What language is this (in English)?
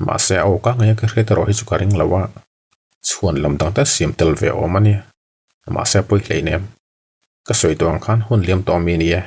Mizo